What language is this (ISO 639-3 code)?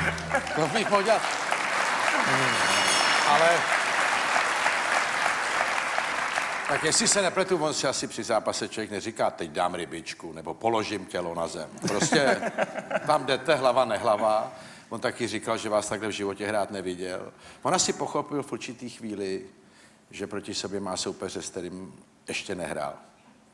ces